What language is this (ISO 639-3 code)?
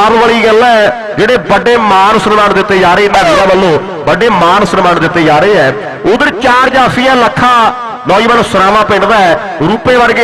pan